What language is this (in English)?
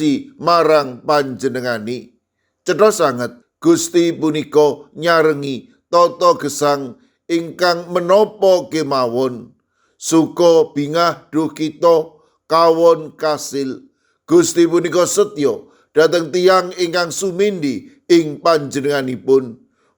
Javanese